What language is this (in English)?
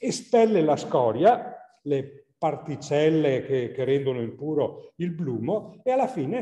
Italian